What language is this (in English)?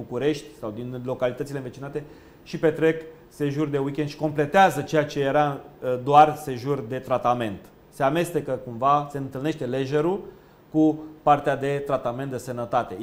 Romanian